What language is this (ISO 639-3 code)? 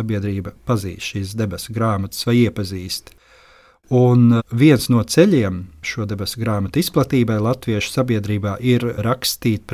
lav